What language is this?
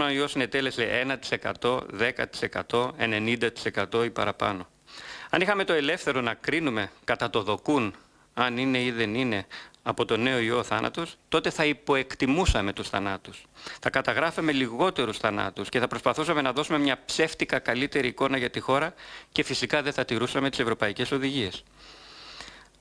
Greek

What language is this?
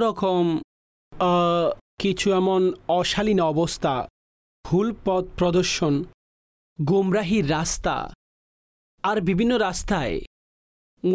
Bangla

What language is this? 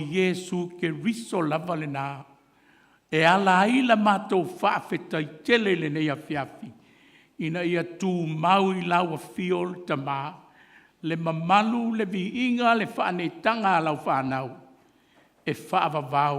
Samoan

